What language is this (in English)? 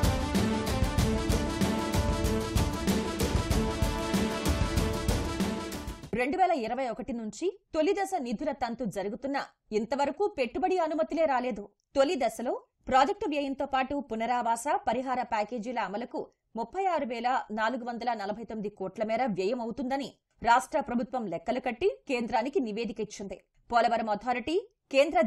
Telugu